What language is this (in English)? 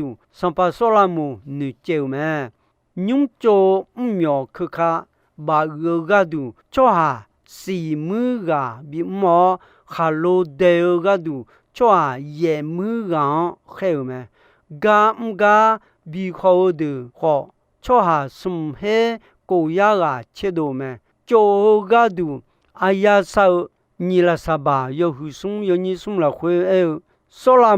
Akha